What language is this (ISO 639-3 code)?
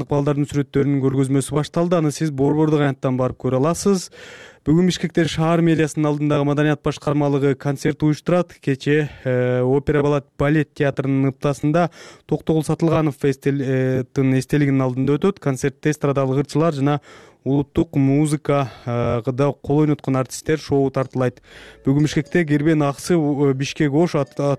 kir